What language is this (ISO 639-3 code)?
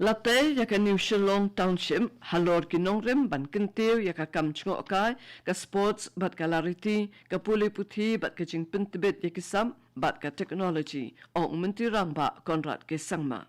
kha